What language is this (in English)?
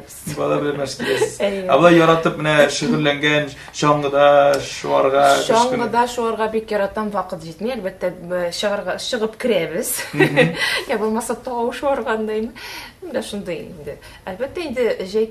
Tatar